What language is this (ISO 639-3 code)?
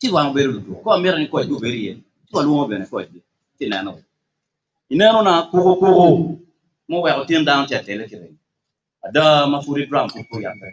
ach